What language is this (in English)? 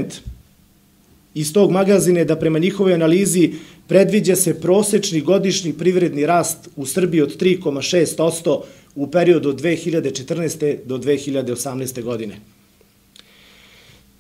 Serbian